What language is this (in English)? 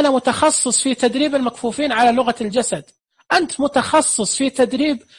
Najdi Arabic